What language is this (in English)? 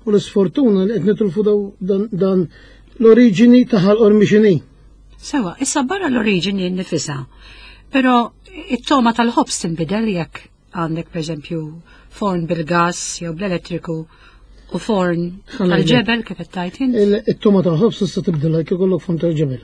Maltese